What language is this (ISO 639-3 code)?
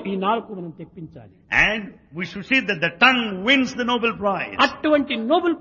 tel